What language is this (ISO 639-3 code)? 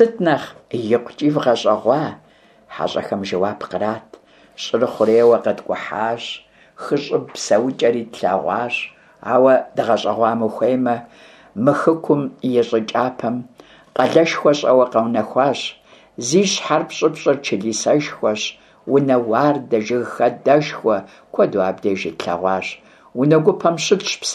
kbd